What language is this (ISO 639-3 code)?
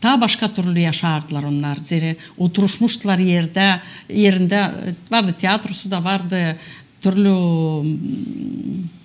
gag